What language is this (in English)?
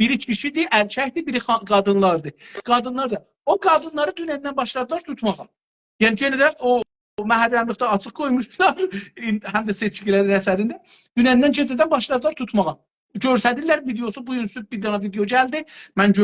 South Azerbaijani